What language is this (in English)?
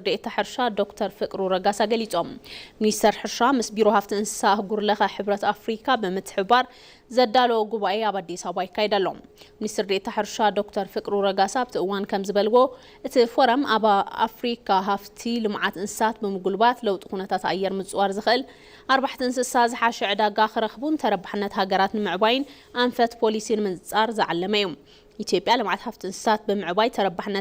Tigrinya